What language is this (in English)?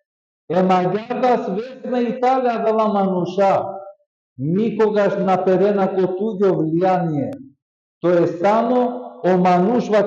Balkan Romani